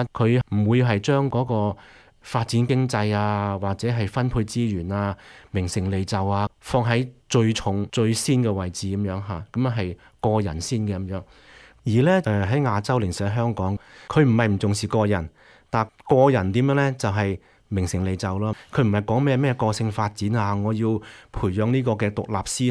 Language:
Cantonese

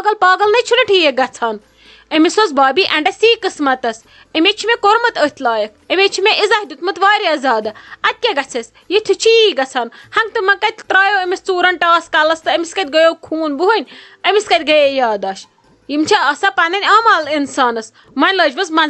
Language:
Kashmiri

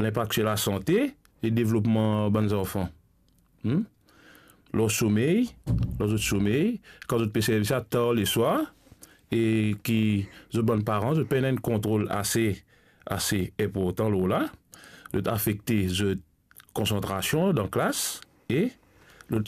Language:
Morisyen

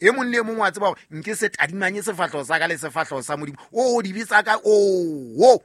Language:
Southern Sotho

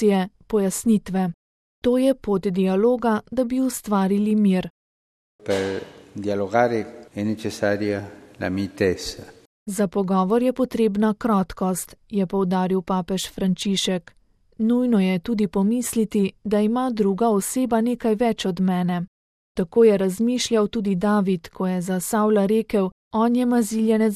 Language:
Slovenian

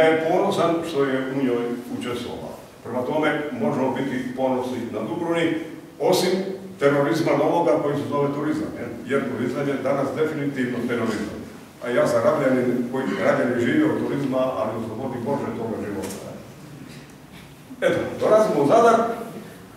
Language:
Croatian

